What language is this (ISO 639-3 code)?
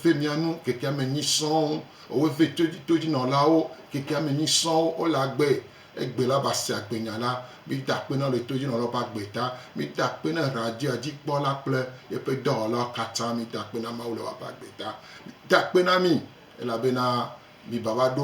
gej